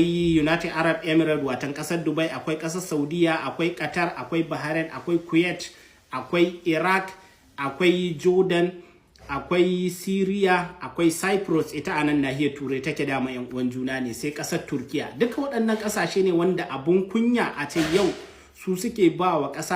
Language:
Hausa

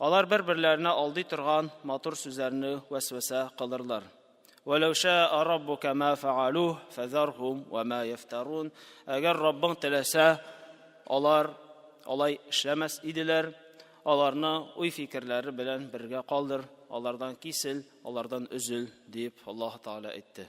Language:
Tatar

